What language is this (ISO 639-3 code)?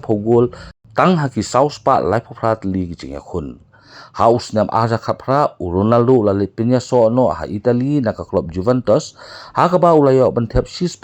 kha